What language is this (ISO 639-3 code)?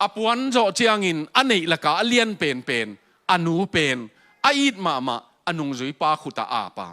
ctd